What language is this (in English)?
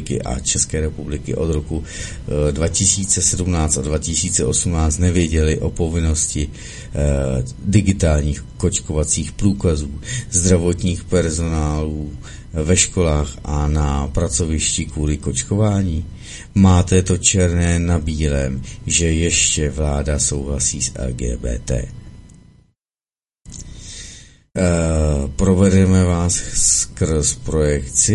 Czech